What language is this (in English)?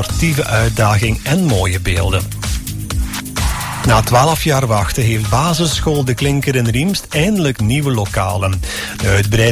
Dutch